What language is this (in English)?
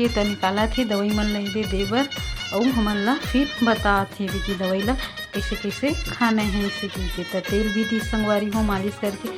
Chhattisgarhi